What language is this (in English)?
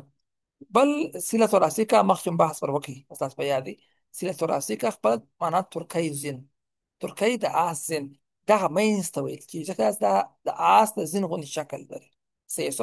Pashto